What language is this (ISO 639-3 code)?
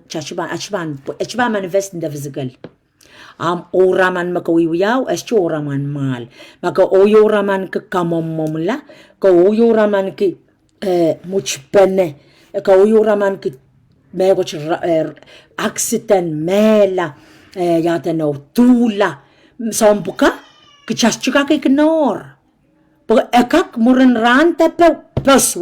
pon